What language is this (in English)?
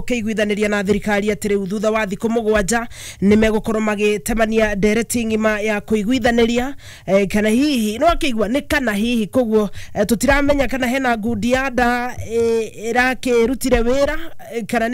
Kikuyu